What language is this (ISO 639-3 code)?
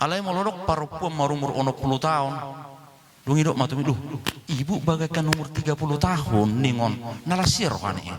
bbc